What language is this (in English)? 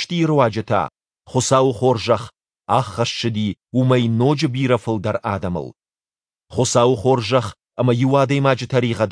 Ossetic